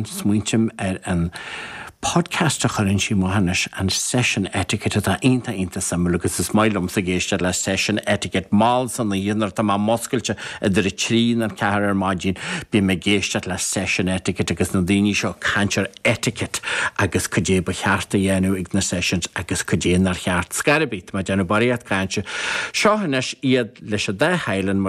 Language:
Irish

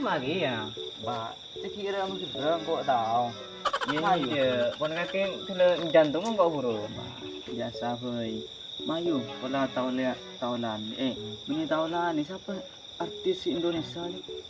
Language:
Madurese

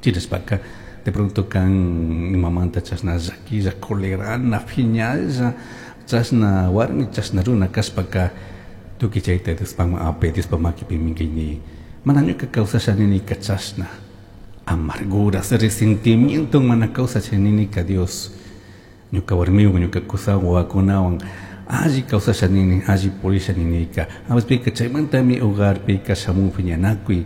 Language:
Chimborazo Highland Quichua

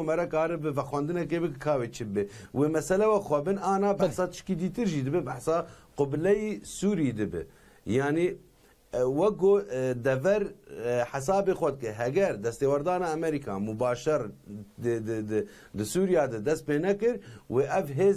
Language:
Kurdish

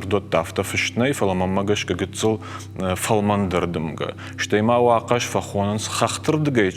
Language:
Ossetic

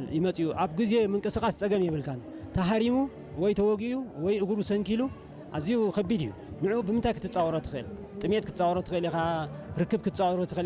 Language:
Tigrinya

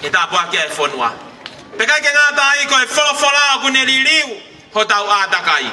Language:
Tongan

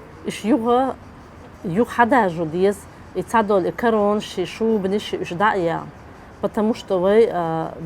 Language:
Chechen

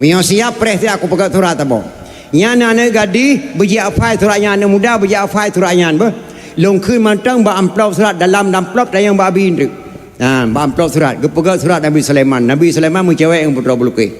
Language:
Achinese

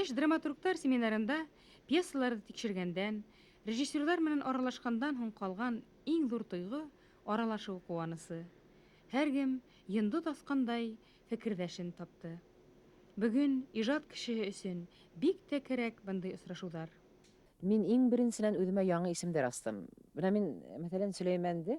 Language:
Bashkir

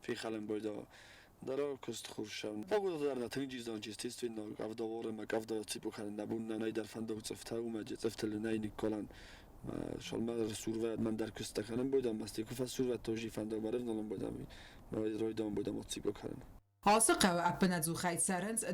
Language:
Ossetic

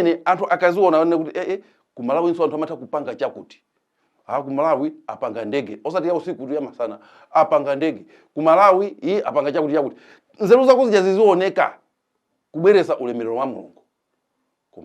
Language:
Nyanja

